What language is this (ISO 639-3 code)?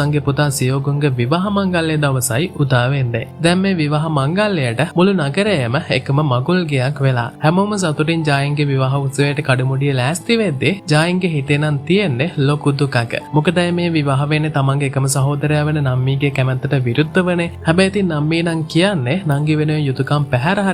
sin